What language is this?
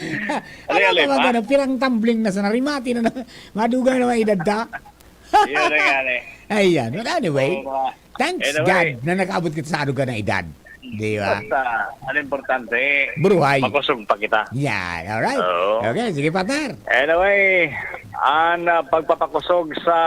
Bikol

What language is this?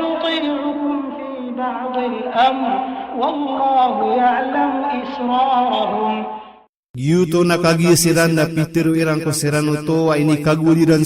Maranao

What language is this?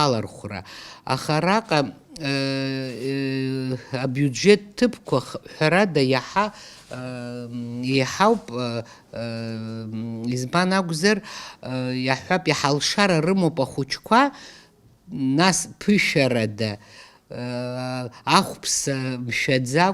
Abkhazian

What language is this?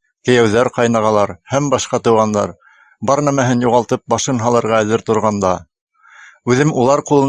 Bashkir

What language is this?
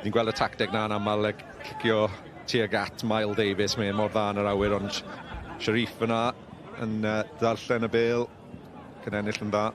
Welsh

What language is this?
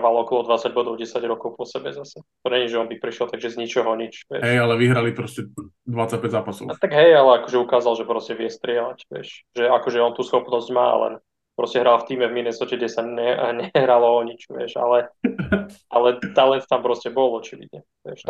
Slovak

